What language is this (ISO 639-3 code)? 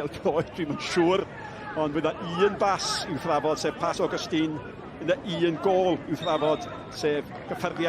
cym